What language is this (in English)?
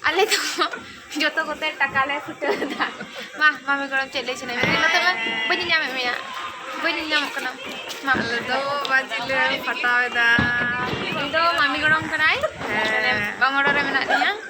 Santali